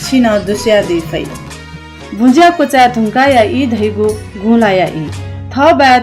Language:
Newari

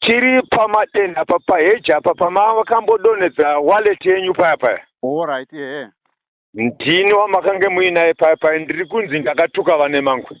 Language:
Shona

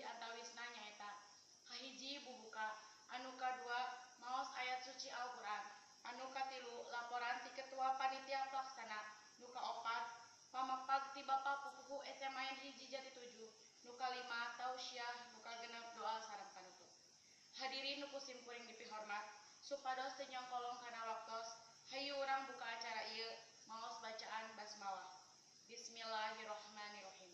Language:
Sundanese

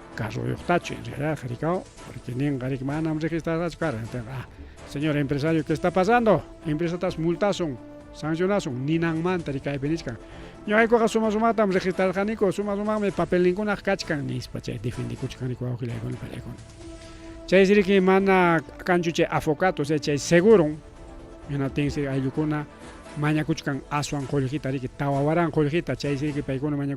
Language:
Ayacucho Quechua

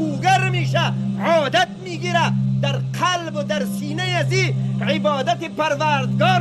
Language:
Persian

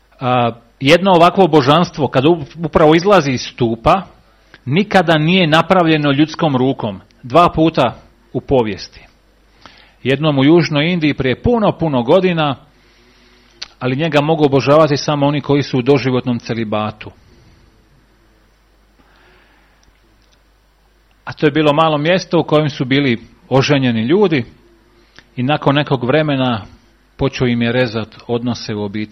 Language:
Croatian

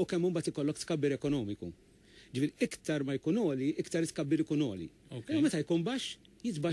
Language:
Maltese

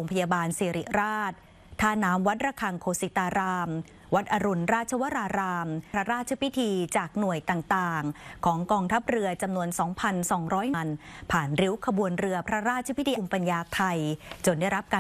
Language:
Thai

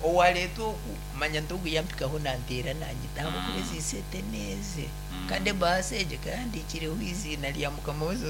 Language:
Nyankole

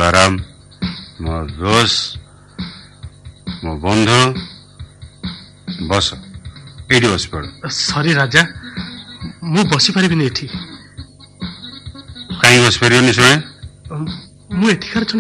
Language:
Odia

